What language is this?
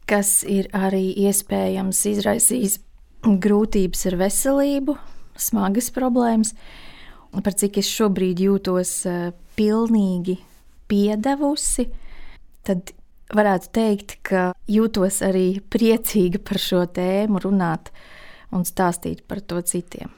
Latvian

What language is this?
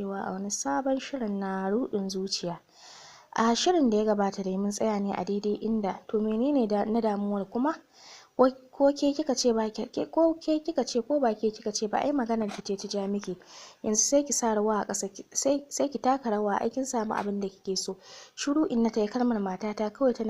Hausa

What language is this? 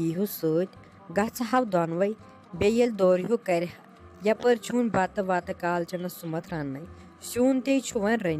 Kashmiri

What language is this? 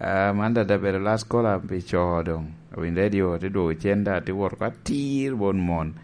Lango (Uganda)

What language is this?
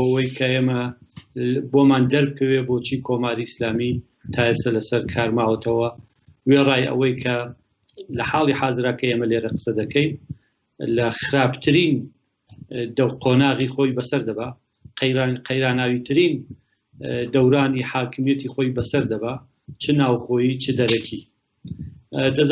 Central Kurdish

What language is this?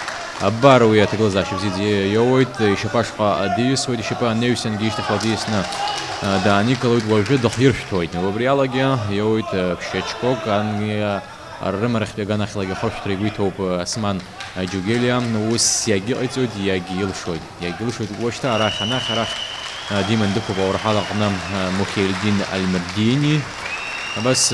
Abkhazian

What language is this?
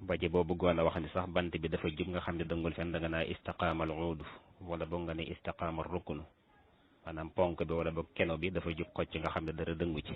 Wolof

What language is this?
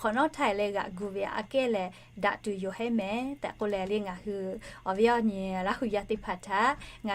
Lahu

